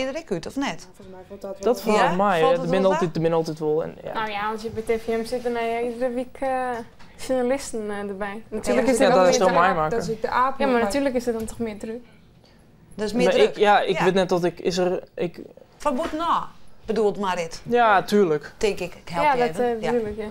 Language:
Western Frisian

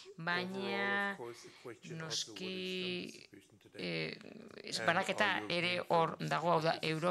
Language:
Basque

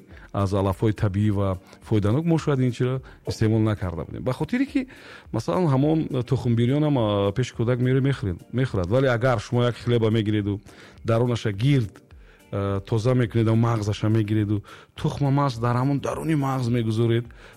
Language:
Tajik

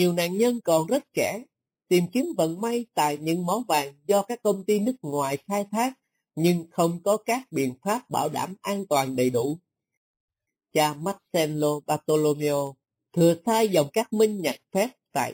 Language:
Vietnamese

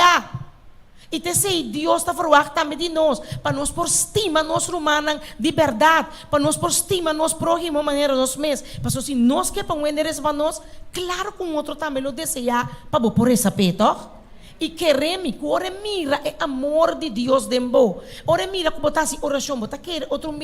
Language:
Papiamento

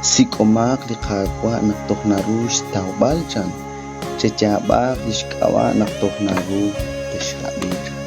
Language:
Kekchí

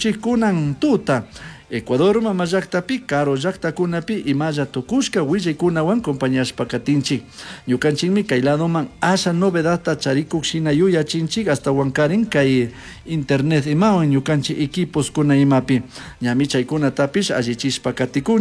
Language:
Chimborazo Highland Quichua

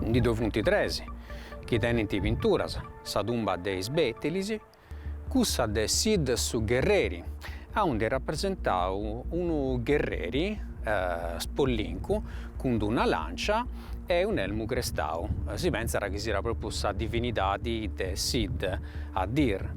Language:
Sardinian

